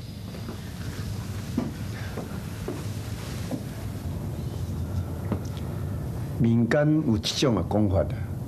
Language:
Chinese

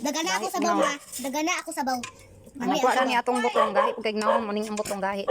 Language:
Cebuano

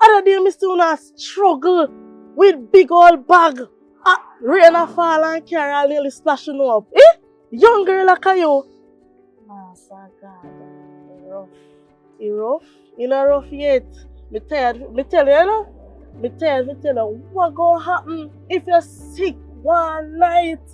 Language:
Jamaican Creole English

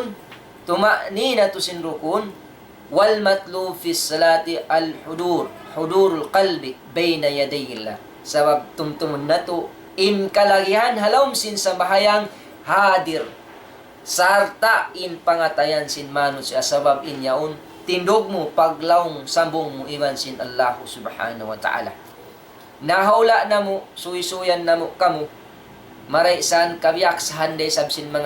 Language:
Tausug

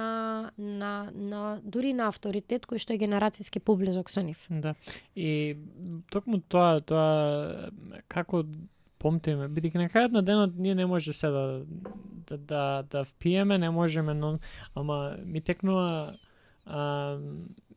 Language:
Macedonian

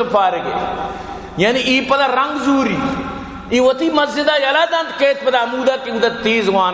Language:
Eastern Balochi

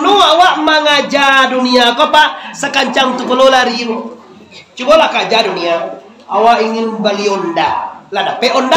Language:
Minangkabau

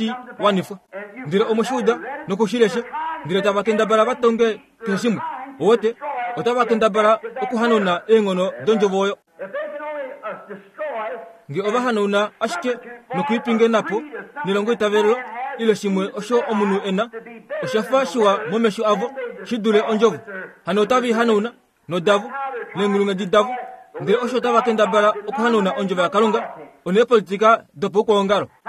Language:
Kuanyama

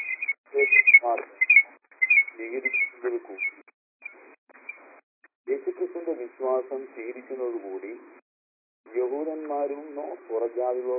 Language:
Malayalam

